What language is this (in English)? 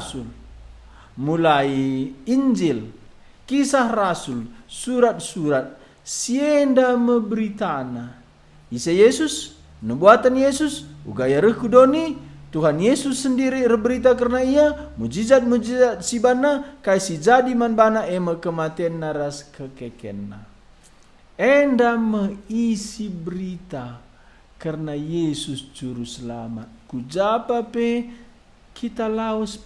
Batak Karo